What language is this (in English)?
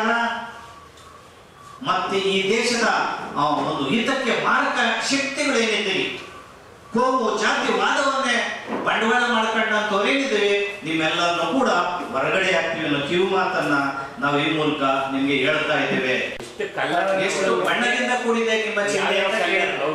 Kannada